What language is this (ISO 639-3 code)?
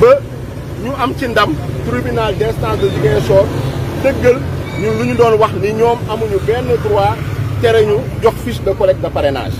wol